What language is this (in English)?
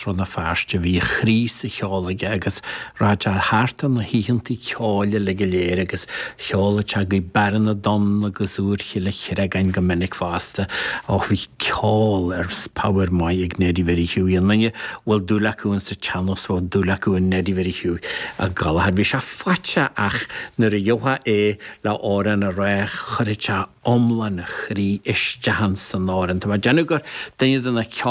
Irish